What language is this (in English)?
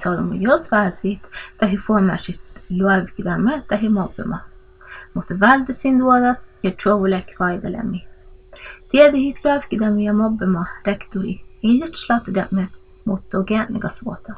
Northern Sami